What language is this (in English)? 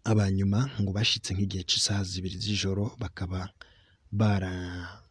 Rundi